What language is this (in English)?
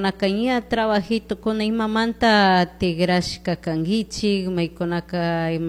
Chimborazo Highland Quichua